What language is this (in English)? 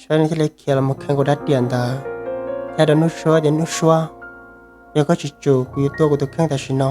Hmong